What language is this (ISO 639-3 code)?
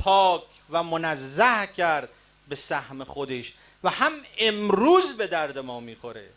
tgk